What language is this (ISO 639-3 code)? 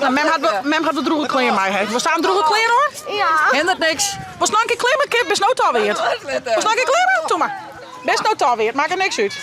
fry